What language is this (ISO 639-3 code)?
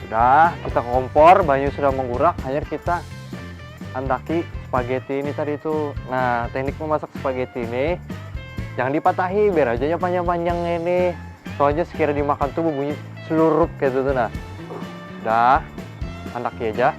bjn